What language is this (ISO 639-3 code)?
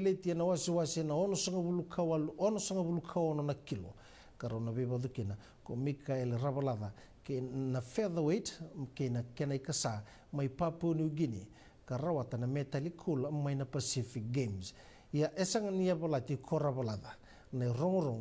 fij